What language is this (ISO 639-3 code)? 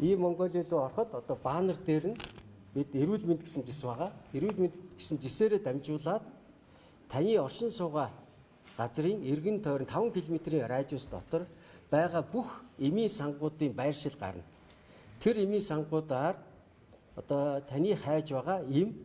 mon